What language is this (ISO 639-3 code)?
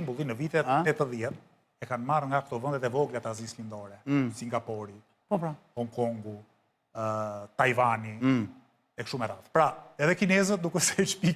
sqi